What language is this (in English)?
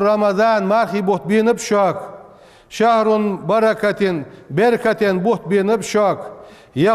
Ingush